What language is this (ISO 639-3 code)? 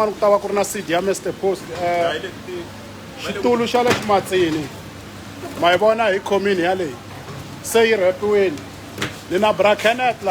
tso